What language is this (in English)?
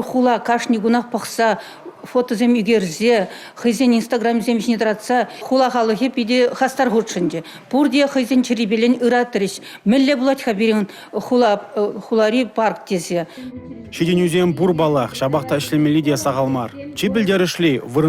Chuvash